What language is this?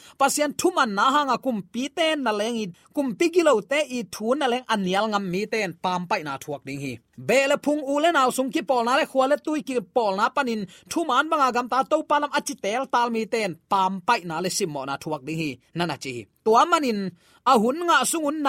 Tedim Chin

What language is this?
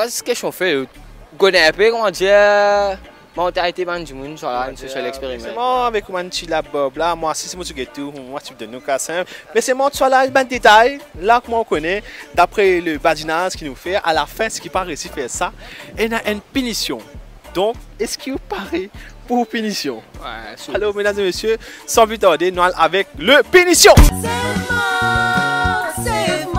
Morisyen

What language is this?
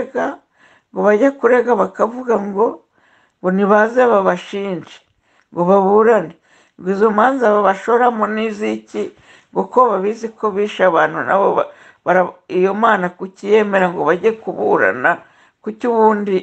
Kinyarwanda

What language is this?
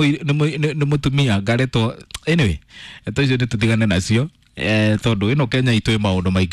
Kikuyu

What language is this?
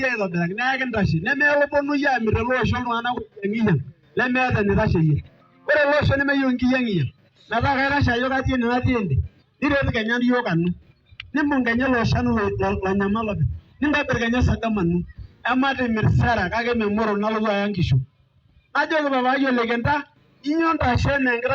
Masai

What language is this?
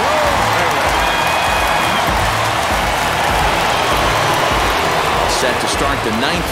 English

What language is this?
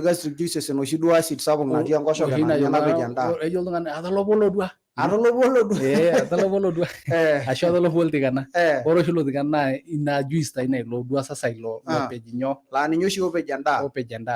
Masai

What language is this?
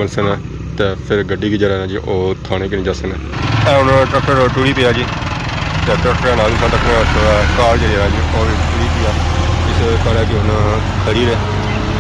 Pahari-Potwari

